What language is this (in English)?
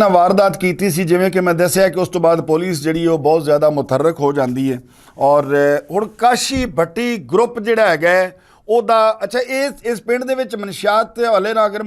Western Panjabi